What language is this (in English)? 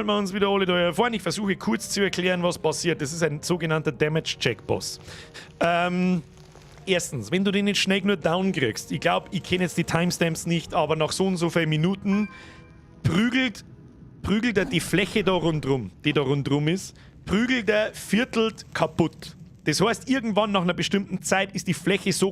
Bavarian